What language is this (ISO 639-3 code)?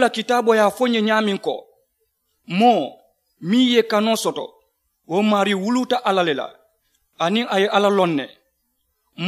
man